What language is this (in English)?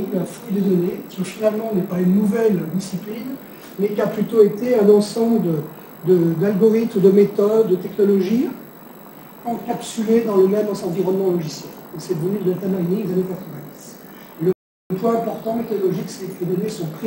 French